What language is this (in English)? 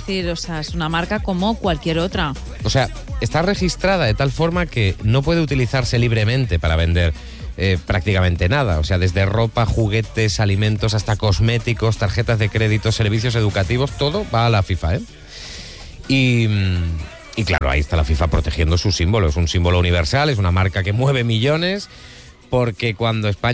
Spanish